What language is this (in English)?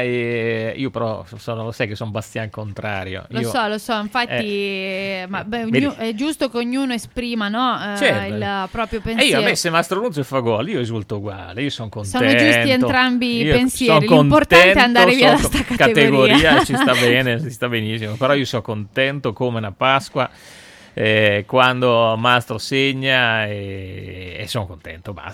Italian